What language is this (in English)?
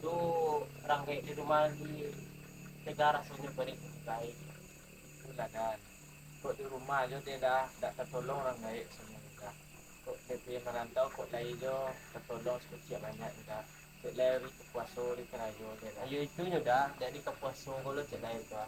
Minangkabau